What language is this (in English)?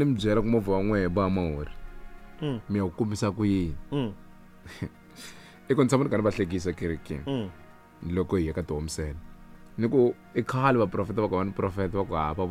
Tsonga